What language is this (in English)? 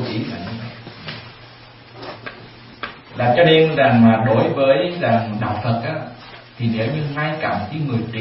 Vietnamese